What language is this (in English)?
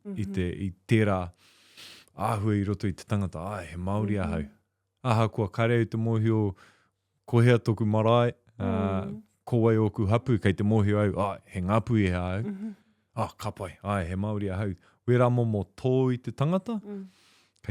Māori